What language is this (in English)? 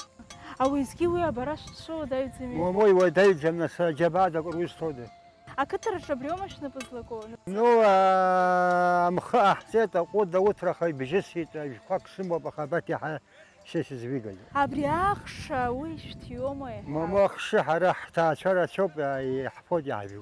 Abkhazian